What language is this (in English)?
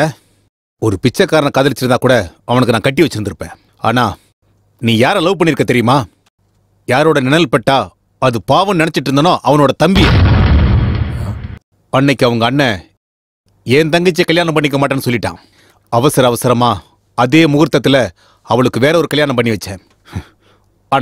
Tamil